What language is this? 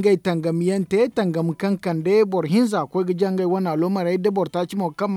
Zarma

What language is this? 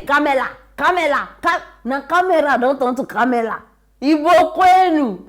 Nigerian Pidgin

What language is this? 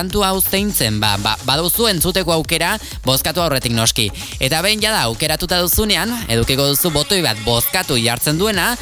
Basque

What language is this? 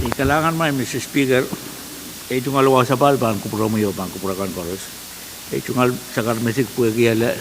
Pohnpeian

